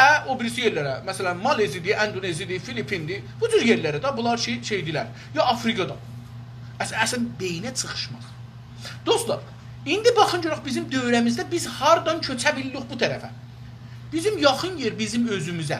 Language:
South Azerbaijani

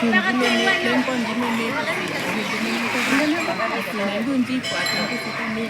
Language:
Karbi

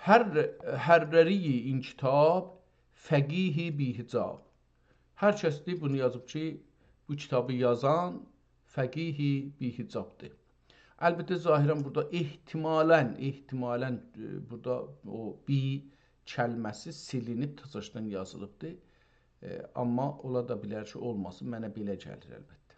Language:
South Azerbaijani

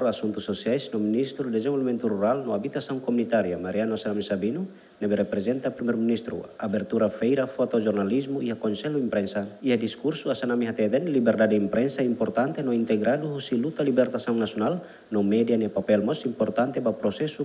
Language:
Tetum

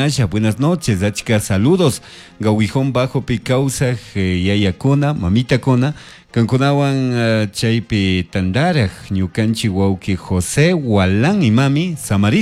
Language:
Chimborazo Highland Quichua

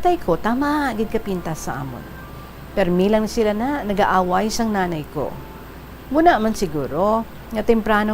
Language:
Hiligaynon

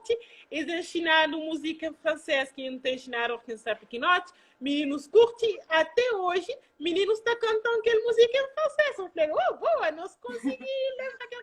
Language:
Kabuverdianu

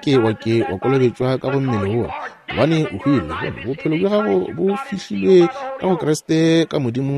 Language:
Northern Sotho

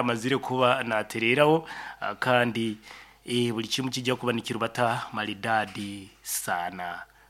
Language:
Nyankole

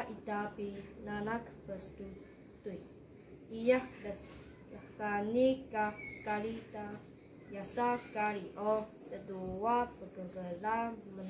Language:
Taroko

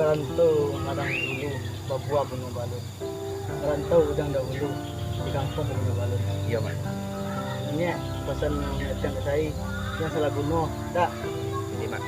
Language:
Minangkabau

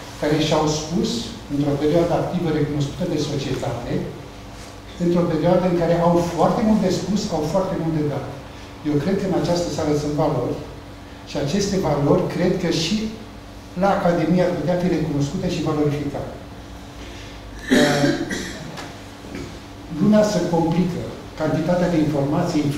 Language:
Romanian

